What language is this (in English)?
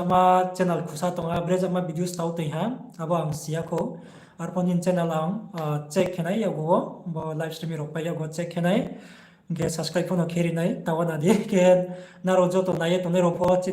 Riang (India)